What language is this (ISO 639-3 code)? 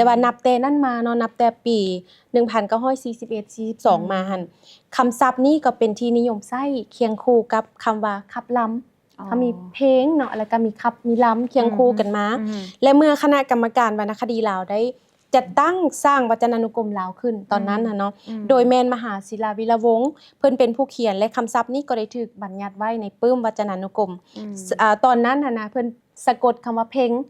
lao